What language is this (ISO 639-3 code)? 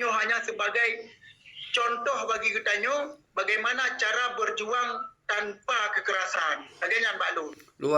ace